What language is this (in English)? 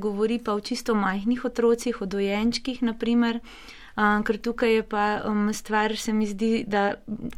Slovenian